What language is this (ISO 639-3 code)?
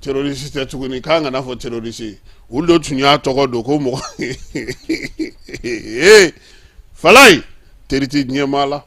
bam